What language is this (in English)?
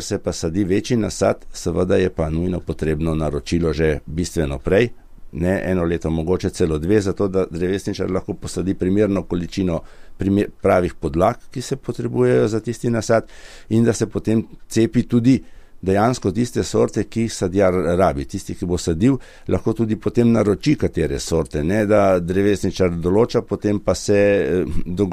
Slovenian